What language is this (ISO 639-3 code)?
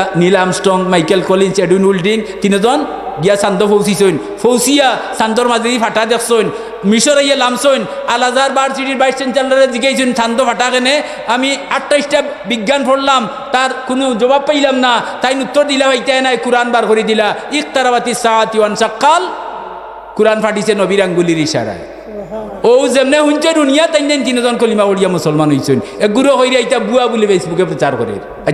syl